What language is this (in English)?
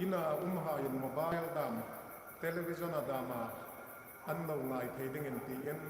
Hmar